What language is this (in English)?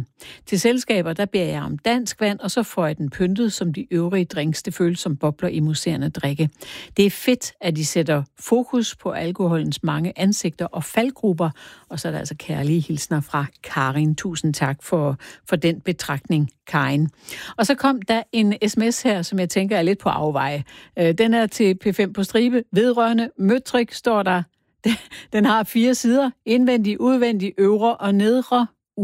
Danish